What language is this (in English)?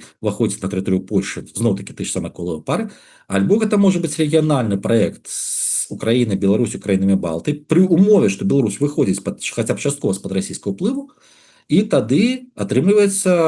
Belarusian